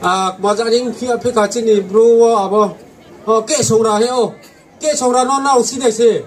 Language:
Riang (India)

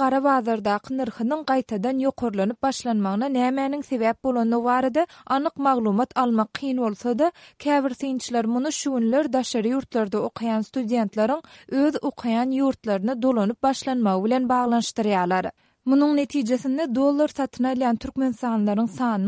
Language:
Turkmen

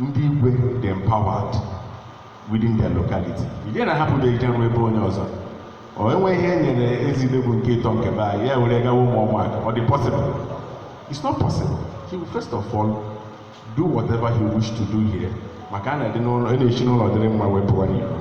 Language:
Igbo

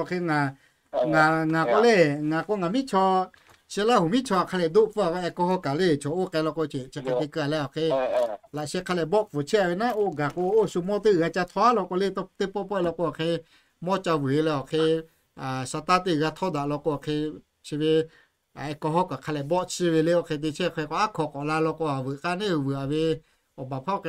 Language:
Lahu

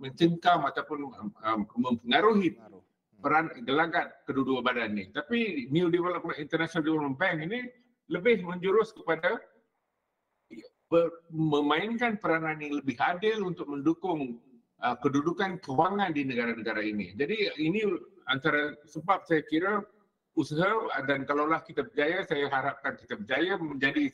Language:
Malay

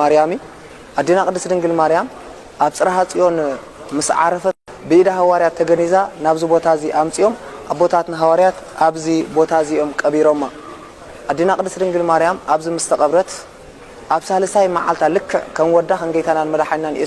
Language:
Tigrinya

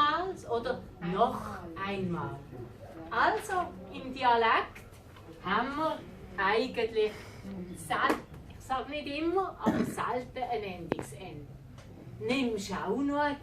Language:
Swiss German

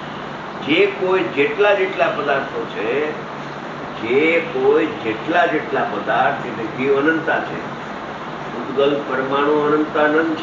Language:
Gujarati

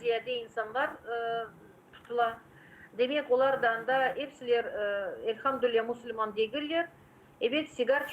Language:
Crimean Tatar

